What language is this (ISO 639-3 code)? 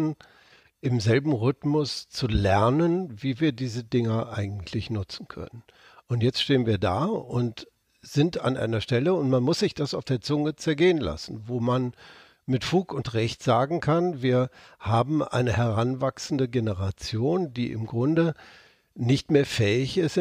deu